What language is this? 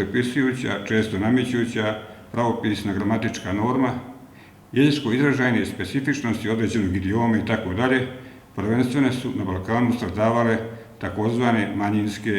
Bosnian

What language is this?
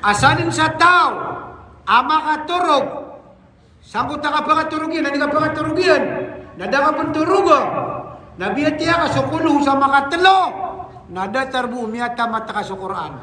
Maranao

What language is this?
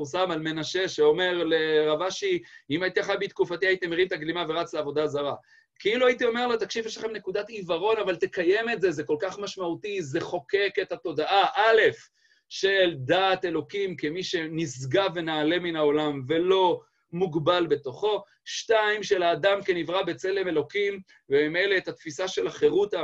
Hebrew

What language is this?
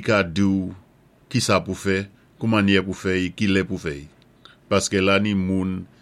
Saint Lucian Creole French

